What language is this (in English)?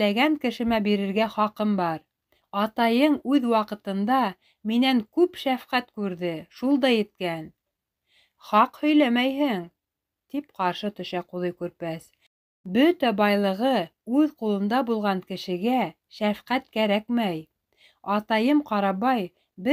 Bashkir